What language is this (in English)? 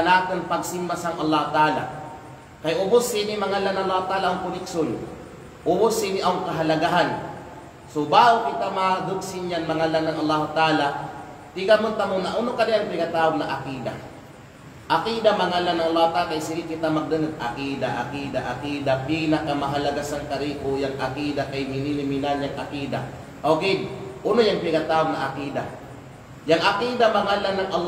Kalagan